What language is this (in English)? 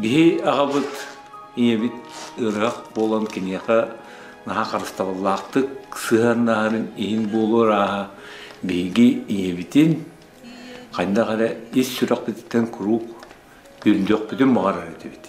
Yakut